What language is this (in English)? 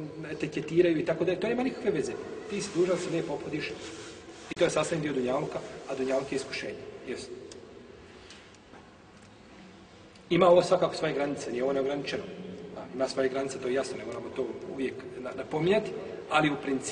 Bosnian